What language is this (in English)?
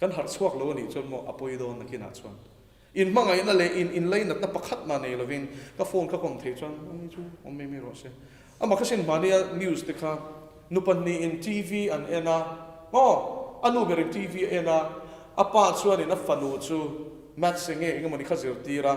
Mizo